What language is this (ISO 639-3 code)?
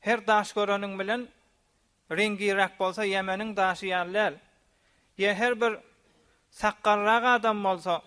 tuk